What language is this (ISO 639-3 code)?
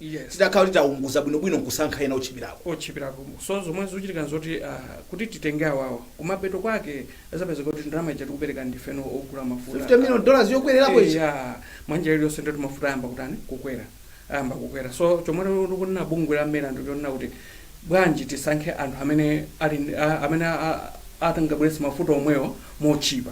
nya